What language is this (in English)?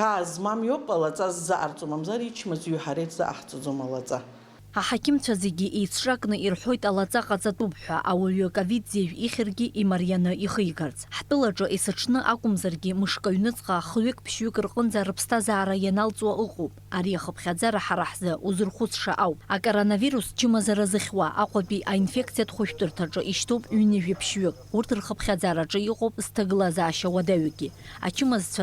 Abkhazian